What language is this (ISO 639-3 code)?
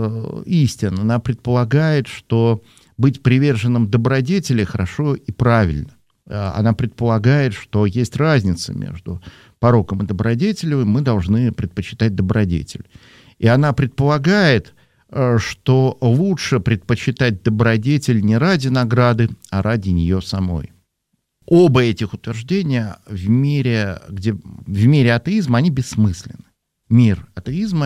rus